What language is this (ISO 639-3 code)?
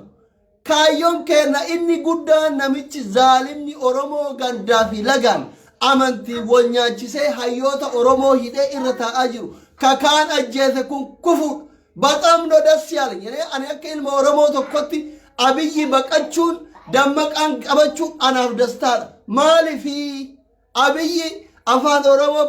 orm